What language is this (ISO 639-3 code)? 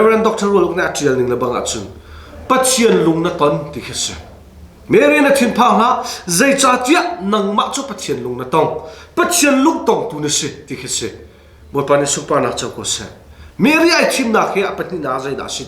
cnh